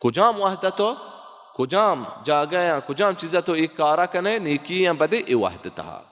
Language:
Baluchi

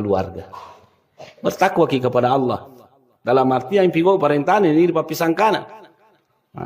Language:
Buginese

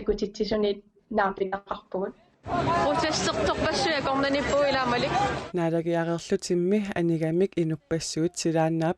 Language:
Kalaallisut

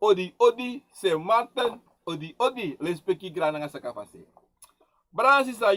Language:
Sranan Tongo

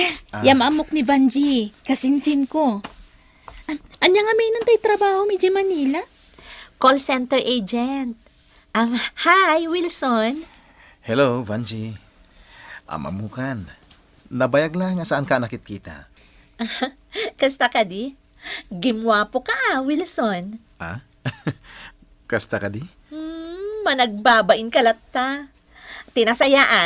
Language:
Iloko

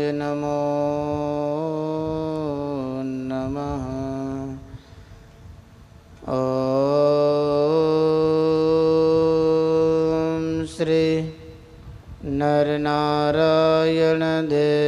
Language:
Gujarati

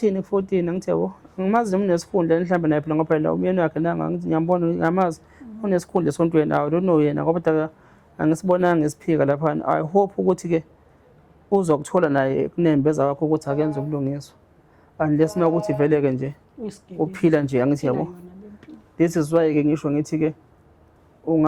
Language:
Zulu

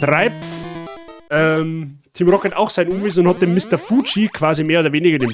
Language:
Bavarian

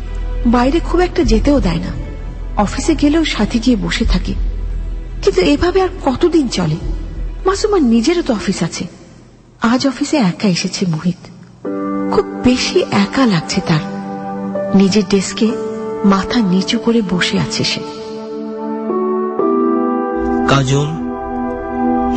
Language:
Bangla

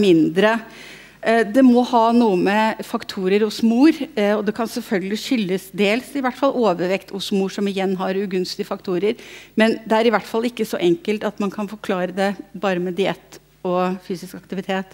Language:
Norwegian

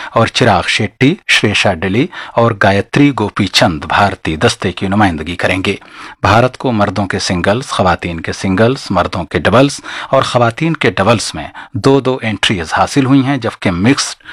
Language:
Urdu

